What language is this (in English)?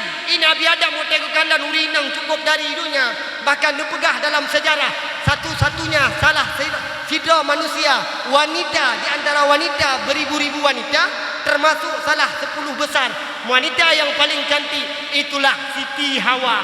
Achinese